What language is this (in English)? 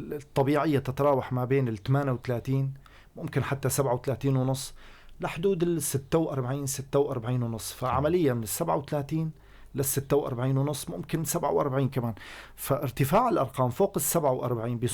North Levantine Arabic